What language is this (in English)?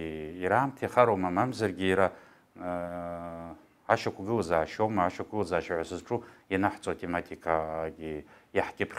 Abkhazian